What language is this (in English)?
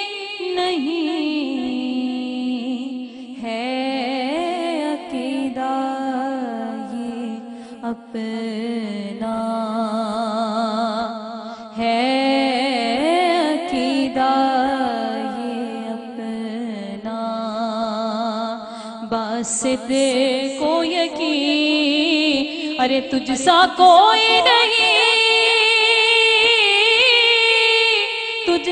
Urdu